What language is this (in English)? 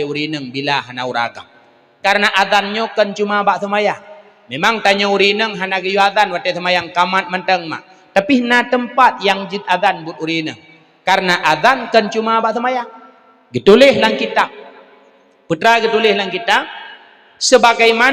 Achinese